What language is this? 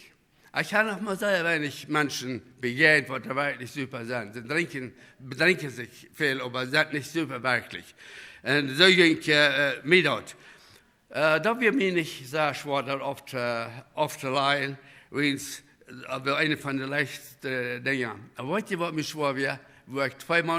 Plautdietsch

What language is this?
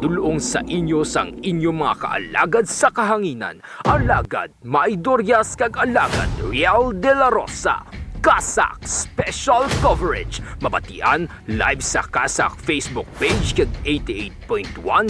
Hiligaynon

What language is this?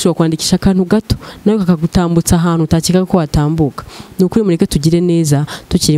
Kinyarwanda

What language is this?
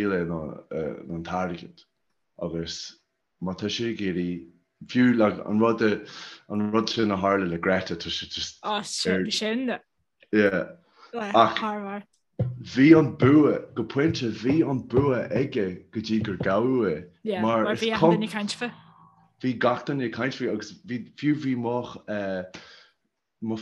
Irish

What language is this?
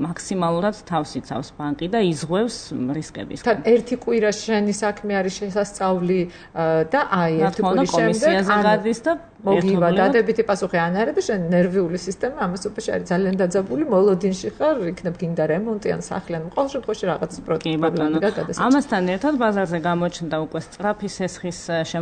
Georgian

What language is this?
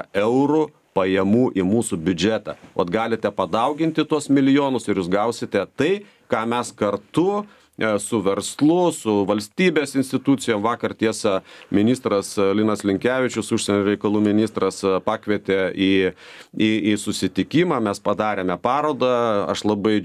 Lithuanian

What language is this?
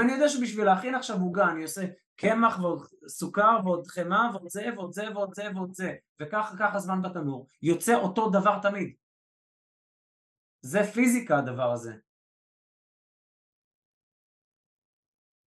Hebrew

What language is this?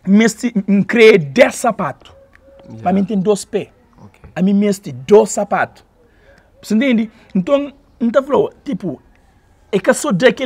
Kabuverdianu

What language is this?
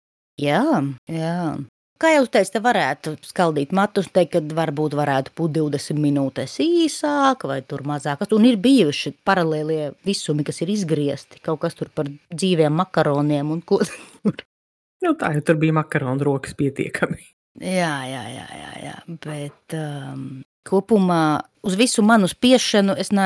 Latvian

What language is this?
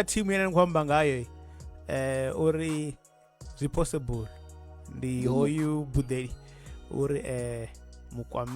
Venda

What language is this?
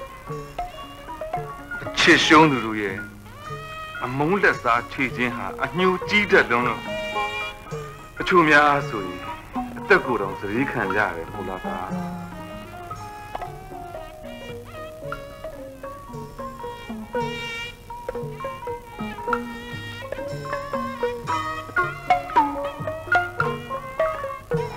Burmese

